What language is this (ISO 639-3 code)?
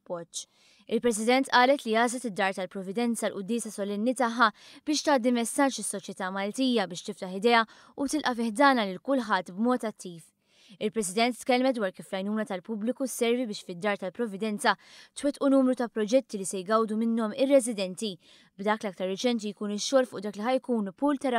mlt